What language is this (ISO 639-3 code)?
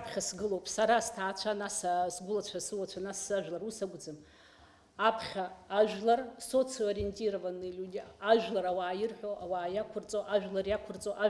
abk